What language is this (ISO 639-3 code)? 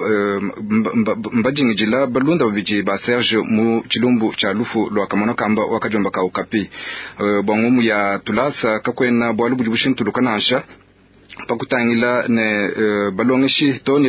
lua